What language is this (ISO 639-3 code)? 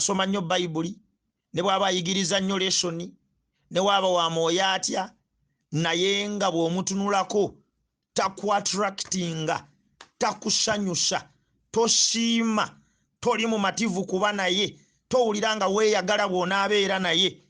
lug